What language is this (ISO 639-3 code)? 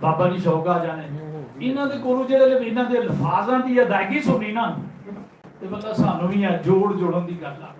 lah